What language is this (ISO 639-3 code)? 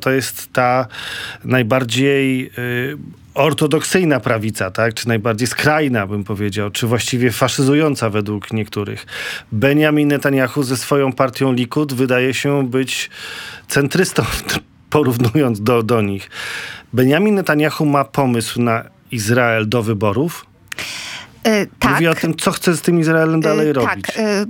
pol